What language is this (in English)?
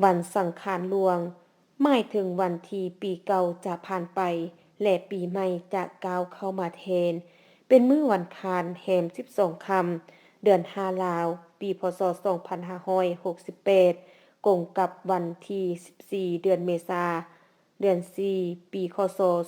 Lao